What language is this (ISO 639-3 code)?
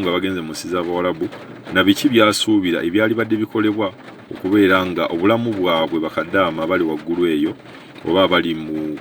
lug